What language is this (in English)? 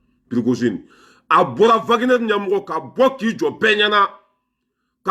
Bambara